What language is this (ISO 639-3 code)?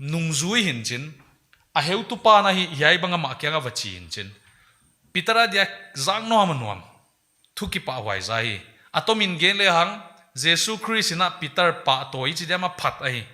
pck